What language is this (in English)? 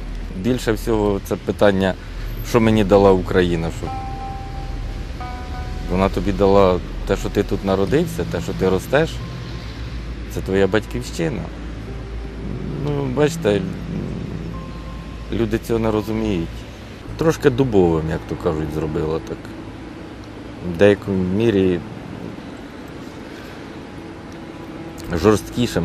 Ukrainian